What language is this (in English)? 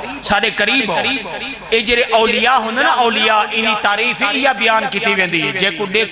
Saraiki